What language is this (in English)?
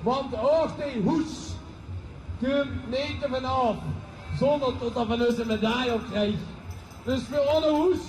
Limburgish